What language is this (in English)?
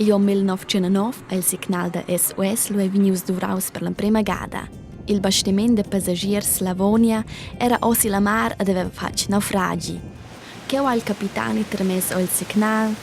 Romansh